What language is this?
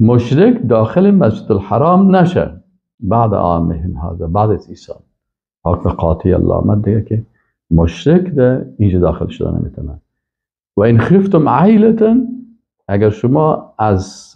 Persian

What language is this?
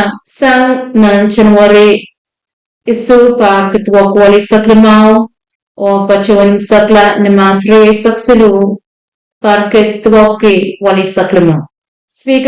Pohnpeian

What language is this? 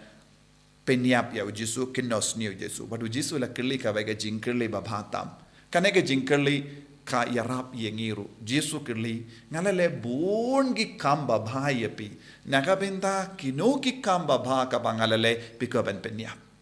Khasi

